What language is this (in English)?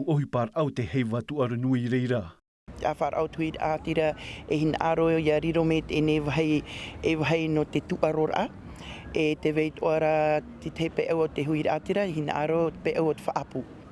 Tahitian